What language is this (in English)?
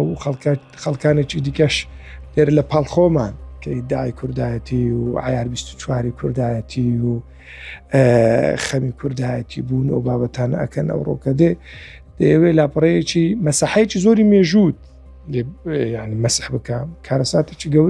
Central Kurdish